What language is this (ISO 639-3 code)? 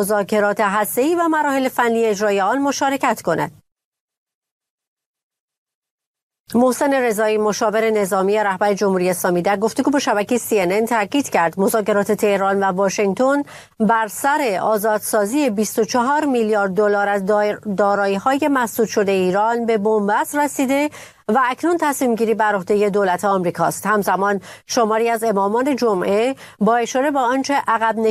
fas